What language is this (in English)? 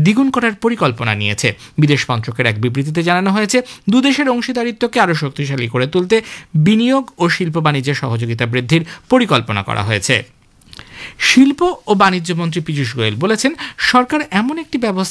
Bangla